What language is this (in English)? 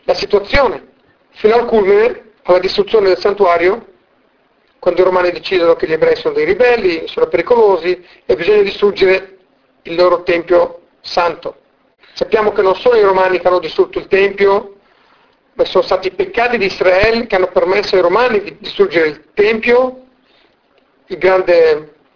Italian